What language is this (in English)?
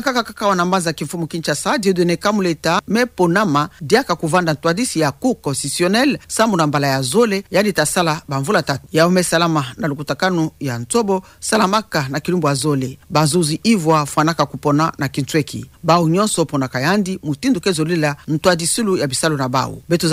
Kituba (Democratic Republic of Congo)